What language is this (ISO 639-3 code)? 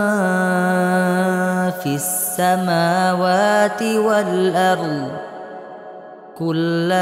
ara